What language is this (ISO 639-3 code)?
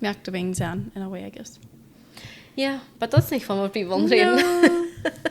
pdt